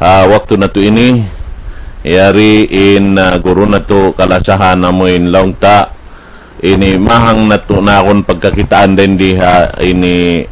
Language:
Tausug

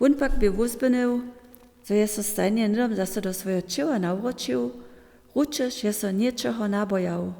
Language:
Upper Sorbian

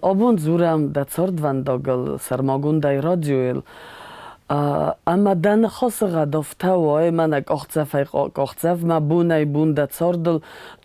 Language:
Ossetic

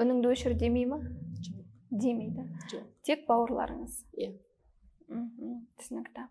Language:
Kazakh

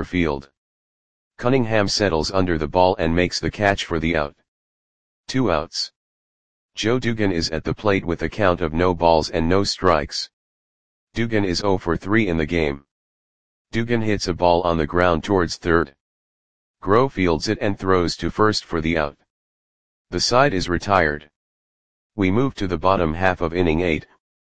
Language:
English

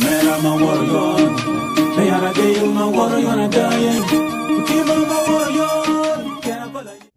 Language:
Acoli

